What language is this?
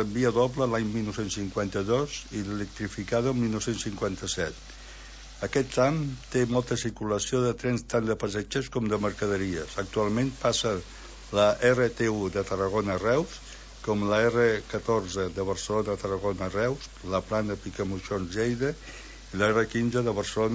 Catalan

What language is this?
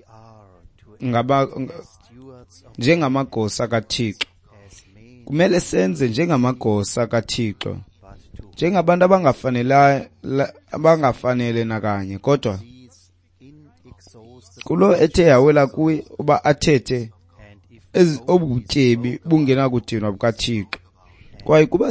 Xhosa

